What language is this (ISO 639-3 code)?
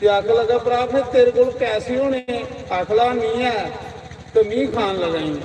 doi